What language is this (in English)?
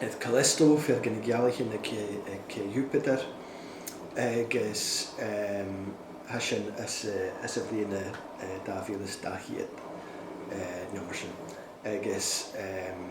Scottish Gaelic